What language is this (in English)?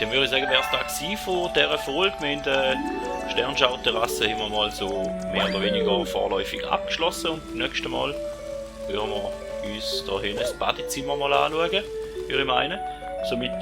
Swiss German